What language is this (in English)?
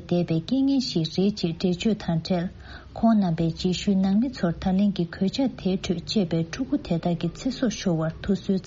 Tibetan